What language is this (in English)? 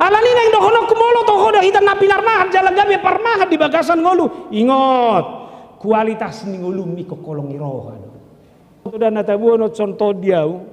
Batak Toba